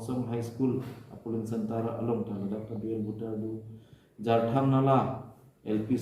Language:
Karbi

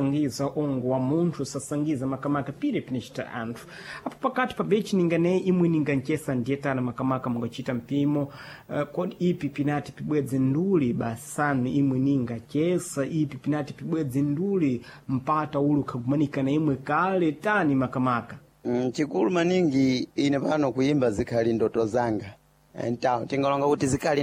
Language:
Sena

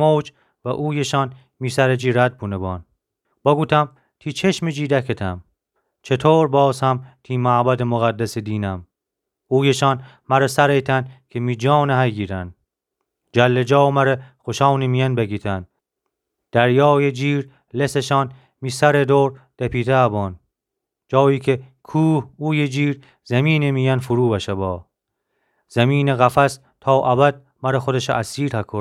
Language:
Gilaki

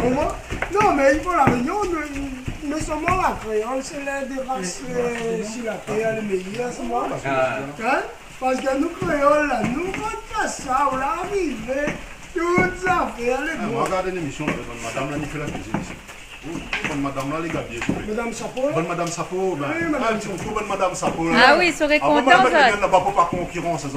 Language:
Réunion Creole French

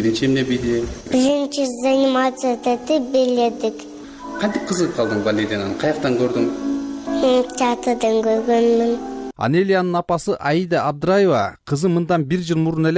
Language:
Kyrgyz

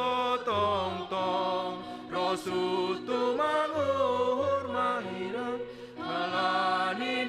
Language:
Batak Simalungun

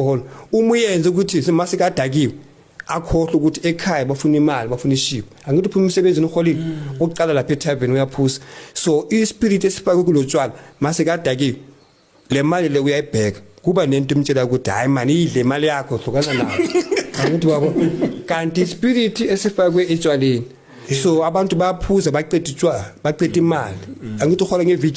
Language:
Zulu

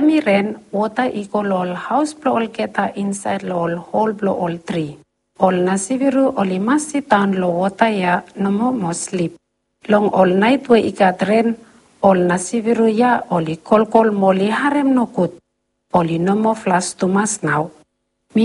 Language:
Bislama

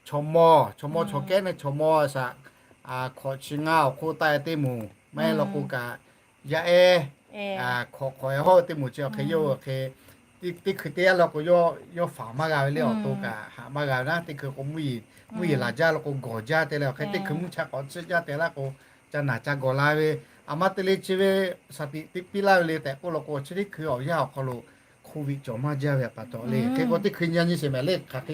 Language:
Lahu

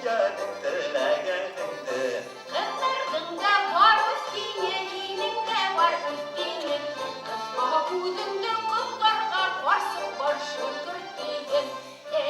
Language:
Bashkir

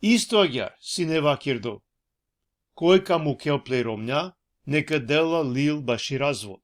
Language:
Balkan Romani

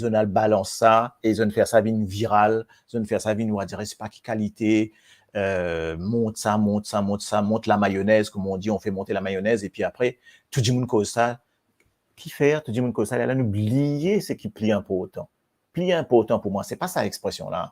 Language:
Morisyen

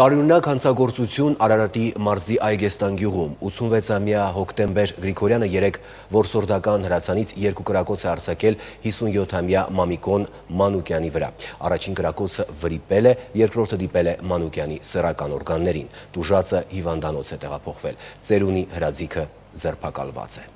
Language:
Armenian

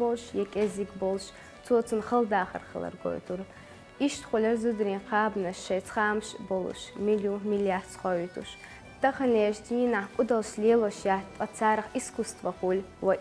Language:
Chechen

